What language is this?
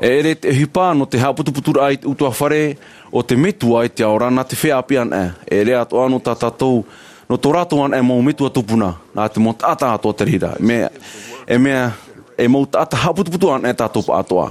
Tahitian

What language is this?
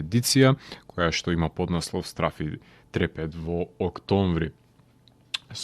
Macedonian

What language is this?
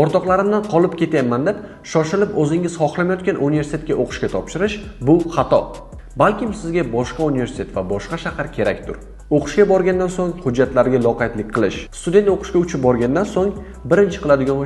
Uzbek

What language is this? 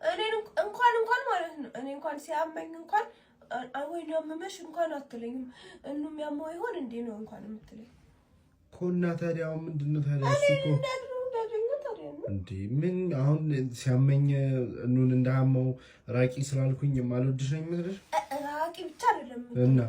Amharic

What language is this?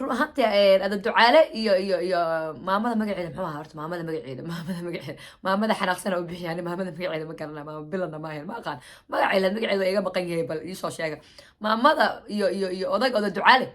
Somali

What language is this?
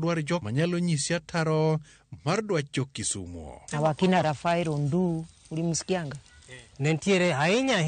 Luo (Kenya and Tanzania)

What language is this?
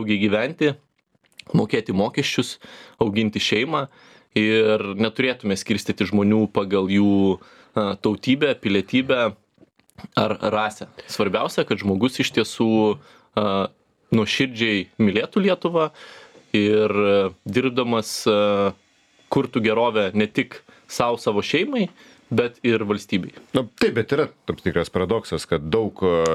Lithuanian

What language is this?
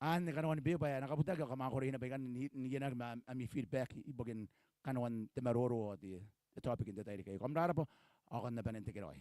Gilbertese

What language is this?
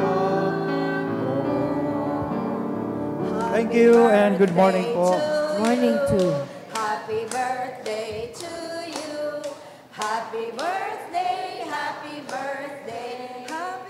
Bikol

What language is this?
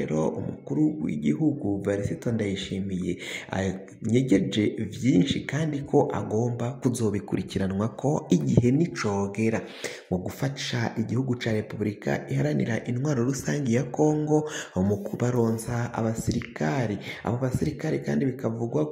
Rundi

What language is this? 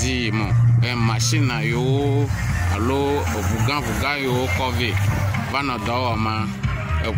Ewe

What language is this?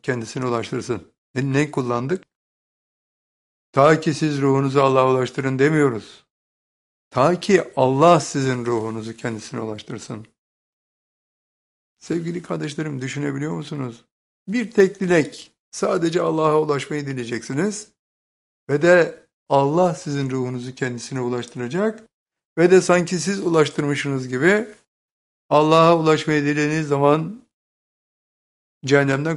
Turkish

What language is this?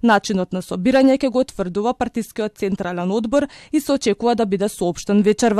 Macedonian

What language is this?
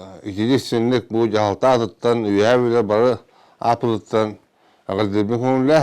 Yakut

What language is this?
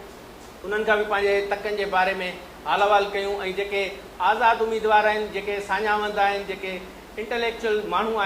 Sindhi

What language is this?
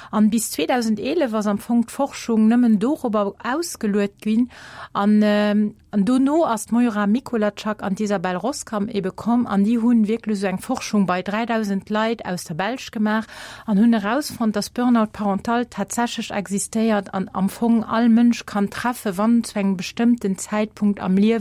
Luxembourgish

